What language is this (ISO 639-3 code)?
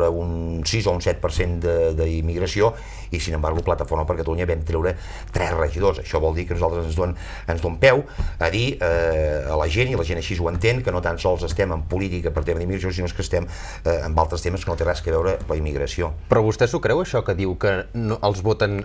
cat